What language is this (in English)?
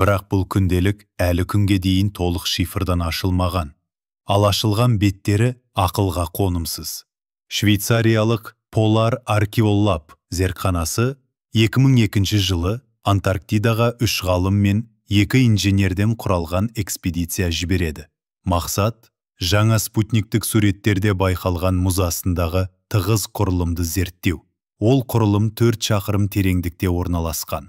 Kazakh